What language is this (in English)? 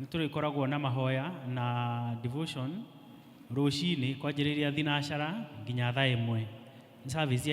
Kikuyu